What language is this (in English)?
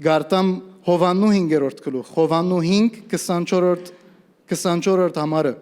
Western Armenian